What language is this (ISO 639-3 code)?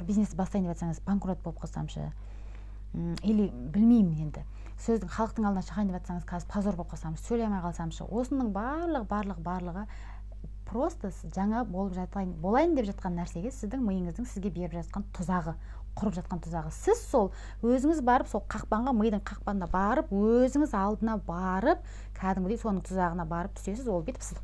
kaz